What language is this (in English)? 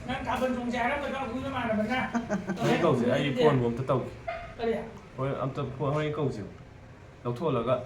Manipuri